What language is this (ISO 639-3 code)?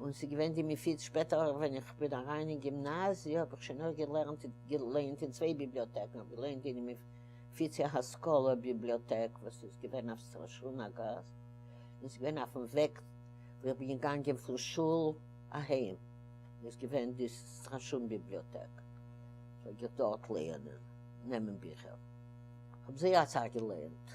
yid